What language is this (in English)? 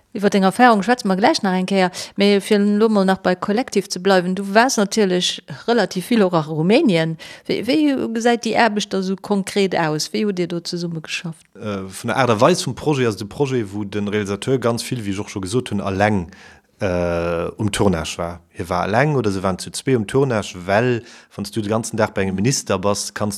Luxembourgish